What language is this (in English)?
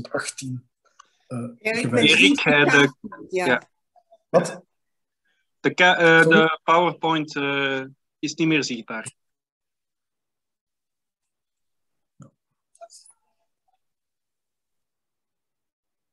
Dutch